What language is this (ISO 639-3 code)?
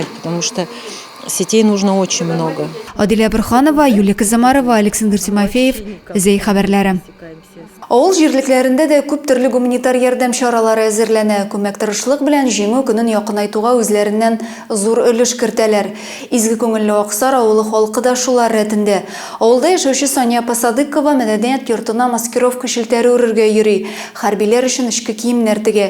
tat